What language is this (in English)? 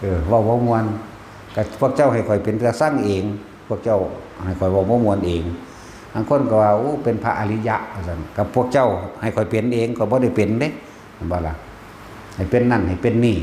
Northeastern Thai